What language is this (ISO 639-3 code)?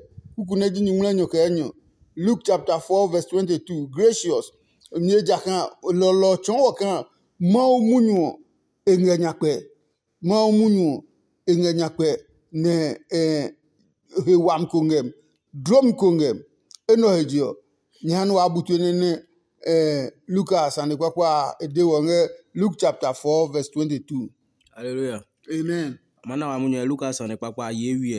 ada